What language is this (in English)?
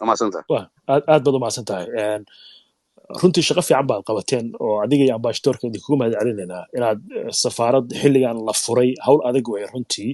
Somali